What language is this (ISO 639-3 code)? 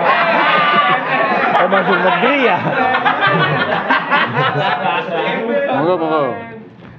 ind